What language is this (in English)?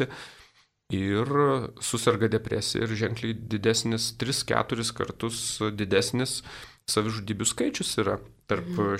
Lithuanian